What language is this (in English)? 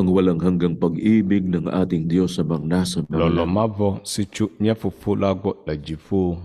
Ewe